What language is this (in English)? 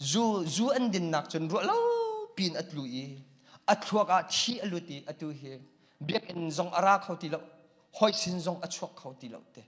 Hakha Chin